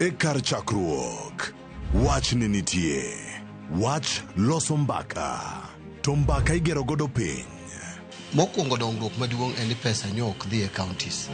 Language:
Luo (Kenya and Tanzania)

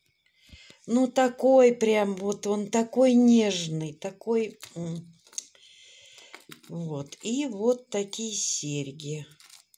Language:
Russian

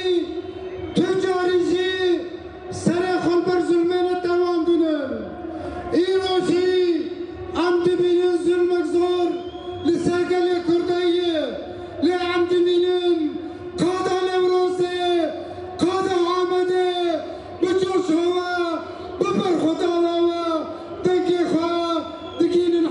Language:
Kurdish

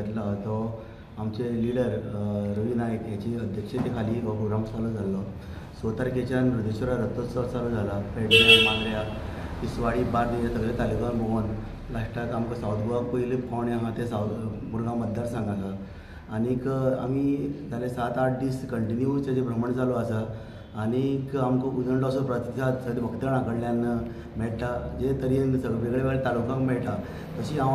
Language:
Konkani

